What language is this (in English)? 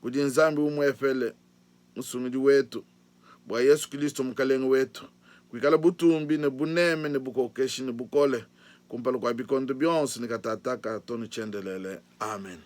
Luba-Lulua